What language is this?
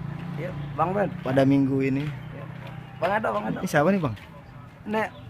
Betawi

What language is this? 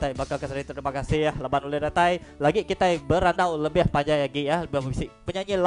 Iban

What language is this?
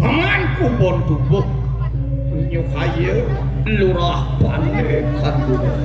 Balinese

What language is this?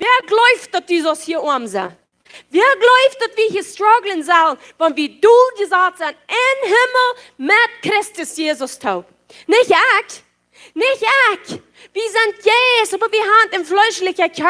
Plautdietsch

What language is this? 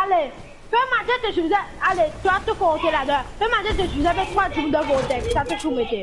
Morisyen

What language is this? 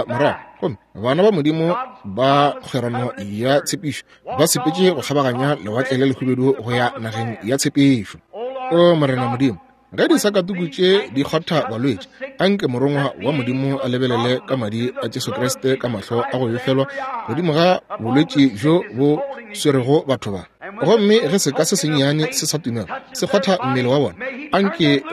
Northern Sotho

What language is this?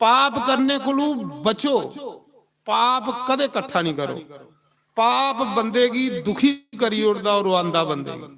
Dogri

